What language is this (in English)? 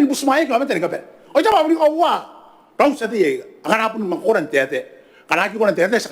Gilbertese